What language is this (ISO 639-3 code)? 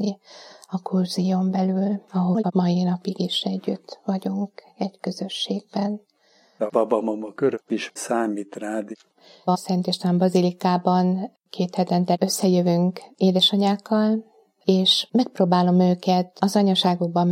hun